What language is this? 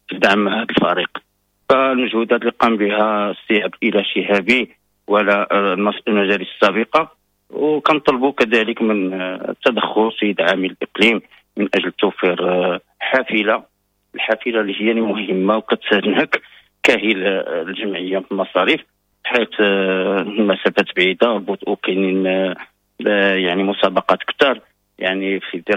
Moroccan Arabic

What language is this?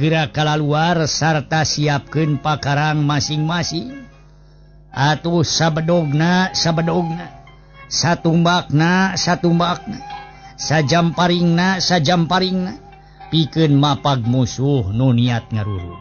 Sundanese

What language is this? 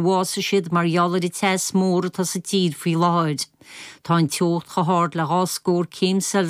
Irish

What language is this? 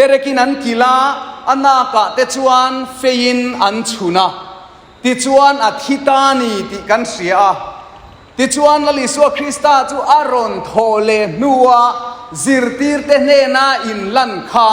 Mizo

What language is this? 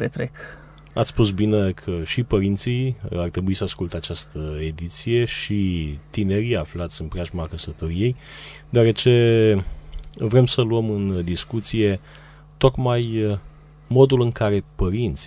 Romanian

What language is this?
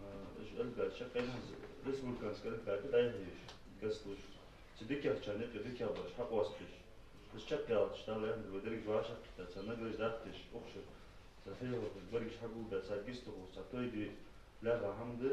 Ingush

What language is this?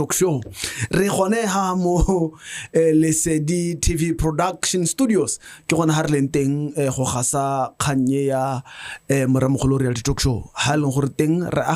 Tswana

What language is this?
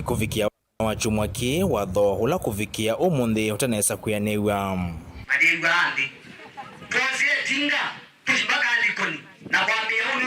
Kamba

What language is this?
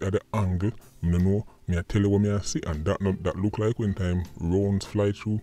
Jamaican Creole English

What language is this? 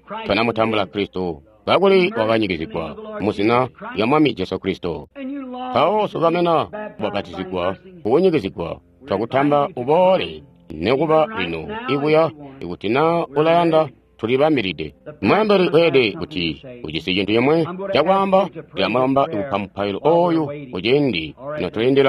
Tonga (Zambia)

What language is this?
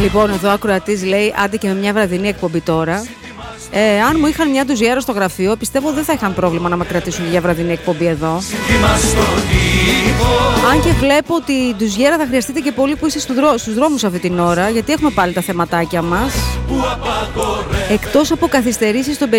Greek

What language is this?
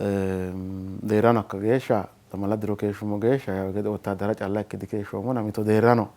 Sidamo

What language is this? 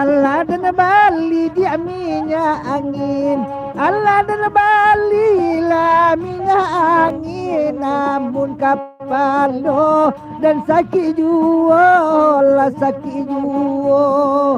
Minangkabau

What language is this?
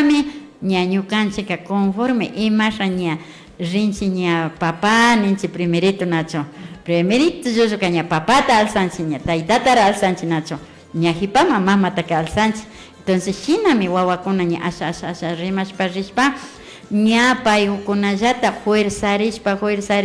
Imbabura Highland Quichua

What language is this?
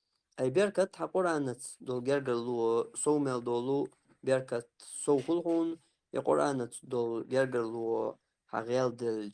Chechen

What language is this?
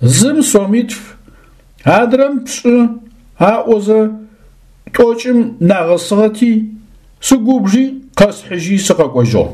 Adyghe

